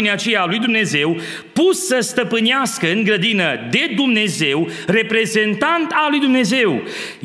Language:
Romanian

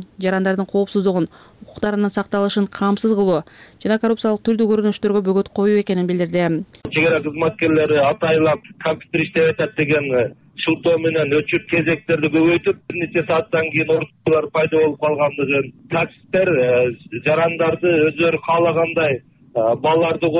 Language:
Kyrgyz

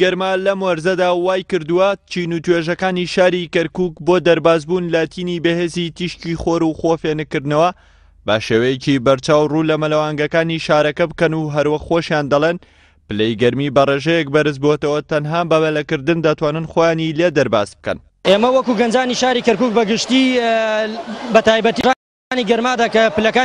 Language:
Central Kurdish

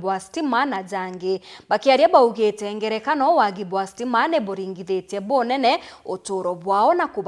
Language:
Meru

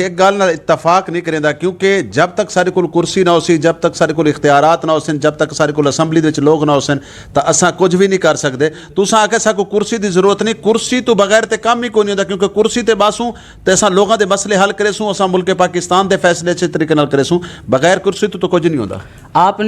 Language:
Saraiki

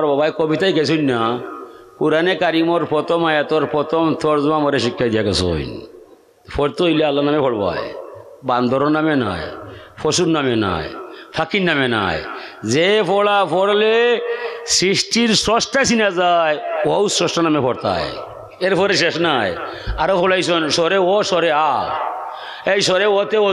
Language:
Sylheti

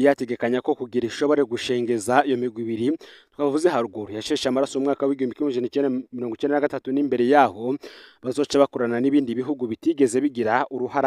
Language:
Rundi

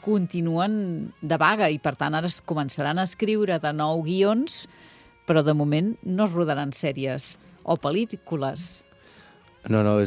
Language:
Catalan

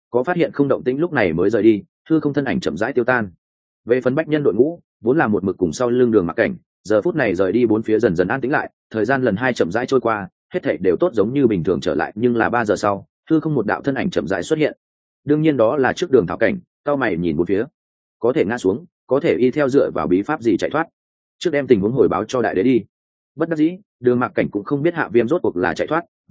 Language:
Vietnamese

